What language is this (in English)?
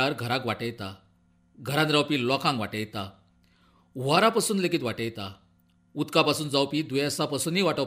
Konkani